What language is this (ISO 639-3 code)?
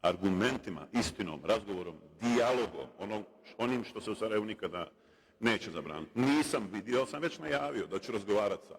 bos